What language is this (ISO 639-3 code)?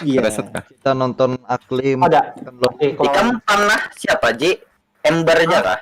bjn